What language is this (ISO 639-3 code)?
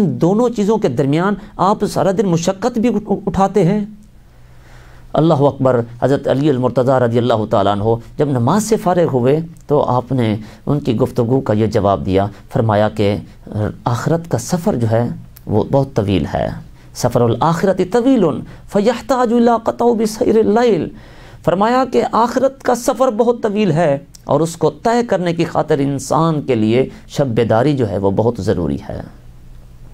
urd